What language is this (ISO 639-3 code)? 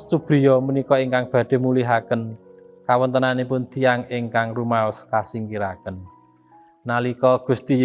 jav